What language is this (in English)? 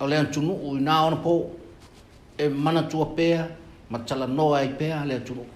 Samoan